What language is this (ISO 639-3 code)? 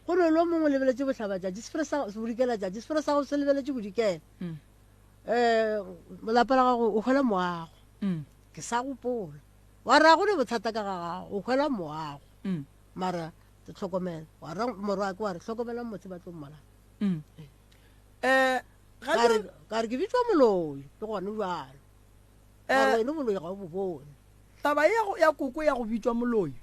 nso